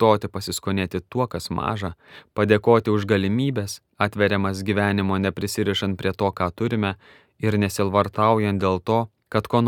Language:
Lithuanian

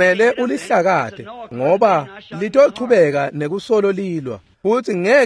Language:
Swati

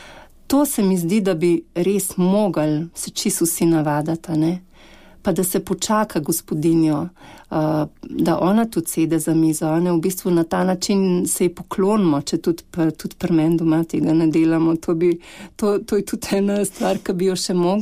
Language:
Slovenian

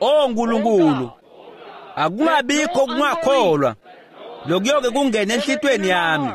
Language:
Swati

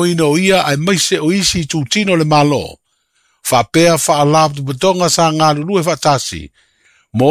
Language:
Samoan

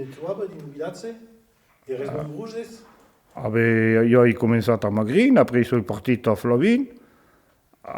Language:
Occitan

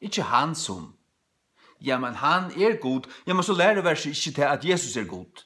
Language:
Faroese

